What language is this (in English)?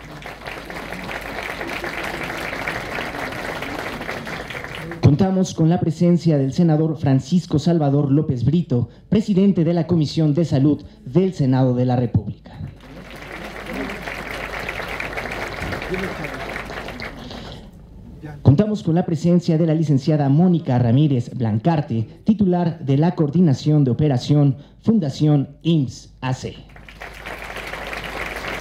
Spanish